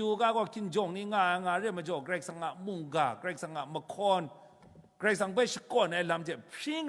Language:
Kachin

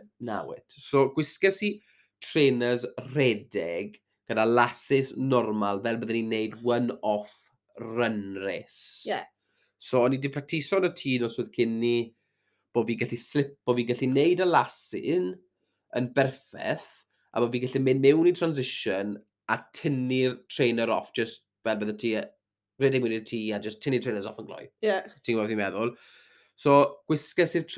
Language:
Welsh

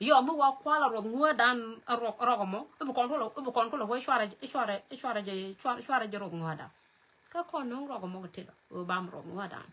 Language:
Nuer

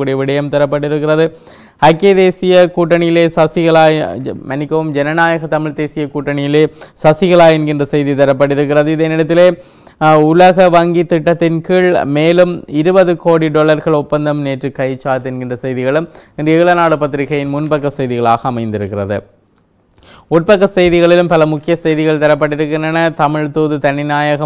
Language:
Tamil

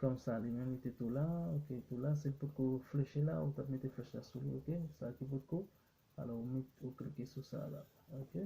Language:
Haitian Creole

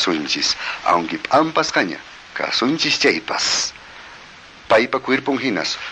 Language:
Quechua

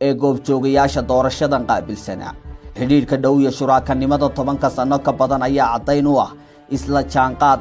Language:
Somali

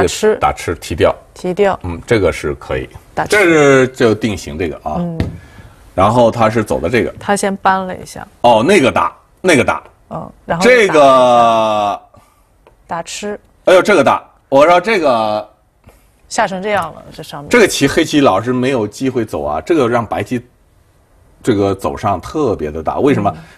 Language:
Chinese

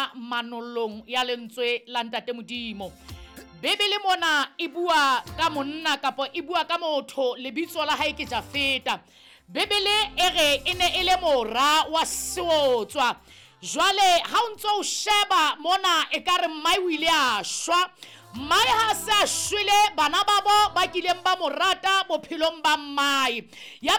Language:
Southern Sotho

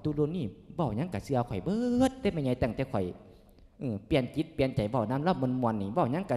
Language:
Lao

